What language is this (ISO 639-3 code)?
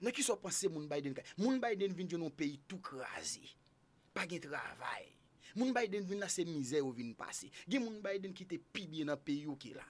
hat